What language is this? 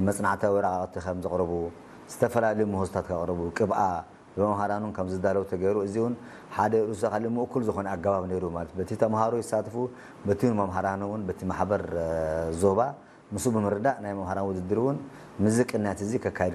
Tigrinya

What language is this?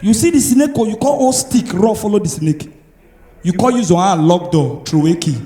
Nigerian Pidgin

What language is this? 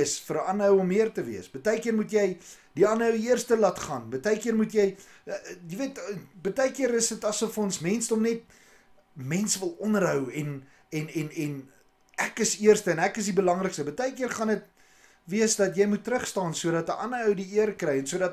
Afrikaans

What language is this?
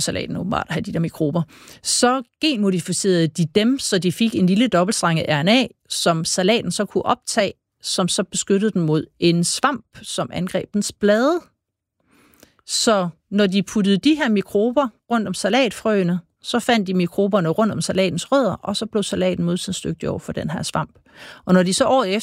Danish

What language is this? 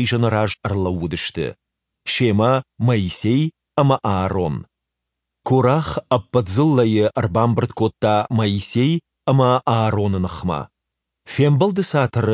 Ossetic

